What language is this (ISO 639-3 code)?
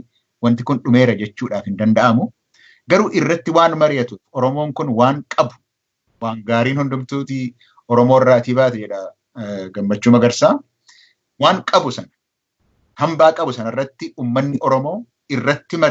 orm